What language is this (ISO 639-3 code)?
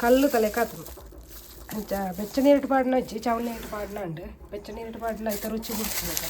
tcy